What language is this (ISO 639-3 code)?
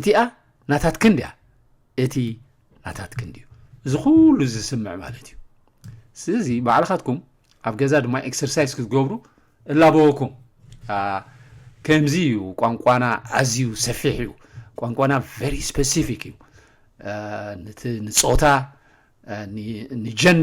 tir